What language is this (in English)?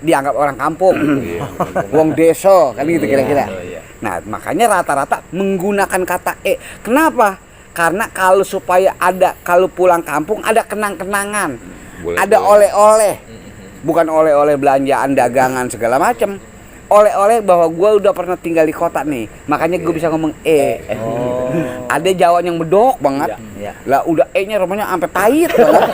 Betawi